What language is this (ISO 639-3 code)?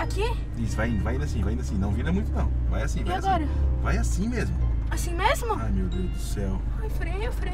por